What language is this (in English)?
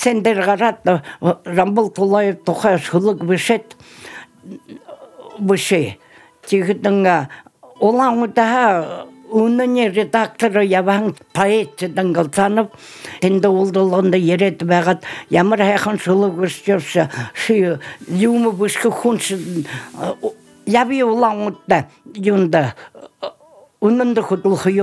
Buriat